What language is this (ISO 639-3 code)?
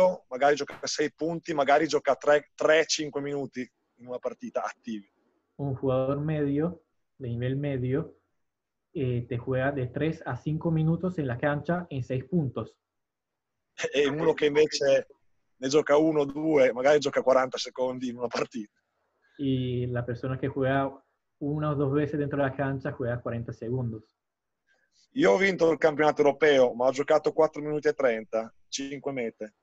ita